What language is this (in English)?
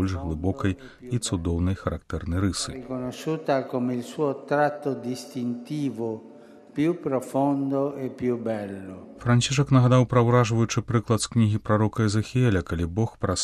Belarusian